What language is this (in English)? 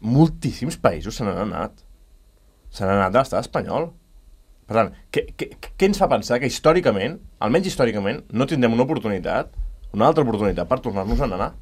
Catalan